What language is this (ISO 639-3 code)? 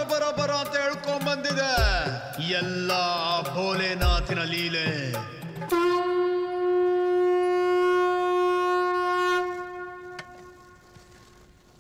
kan